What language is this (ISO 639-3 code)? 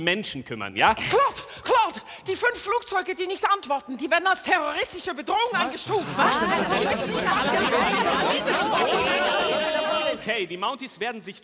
deu